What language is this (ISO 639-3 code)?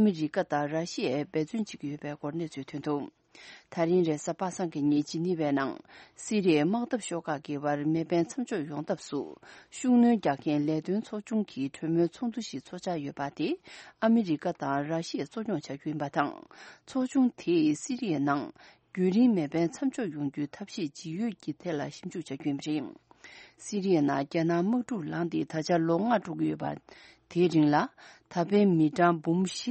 bod